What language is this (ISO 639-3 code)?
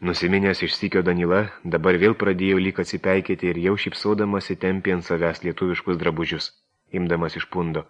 lit